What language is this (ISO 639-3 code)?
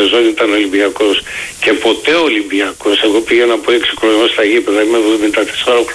ell